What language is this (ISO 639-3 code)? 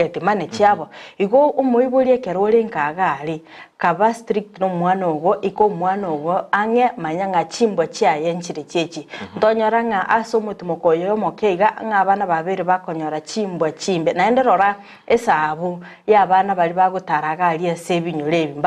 guz